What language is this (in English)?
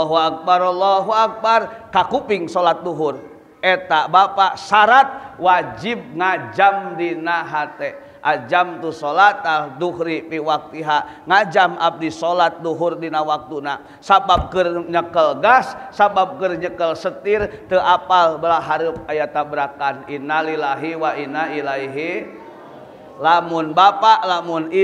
Sundanese